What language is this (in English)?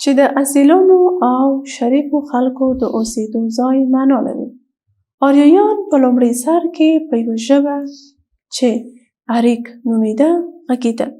Pashto